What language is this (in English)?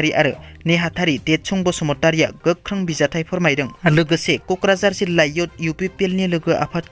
Bodo